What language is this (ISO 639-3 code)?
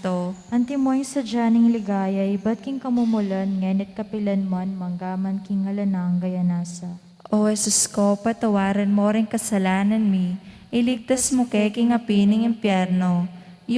pam